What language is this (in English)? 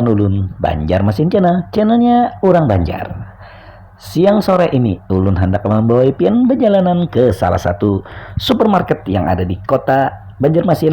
Banjar